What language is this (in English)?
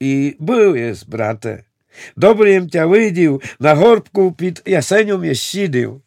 Rusyn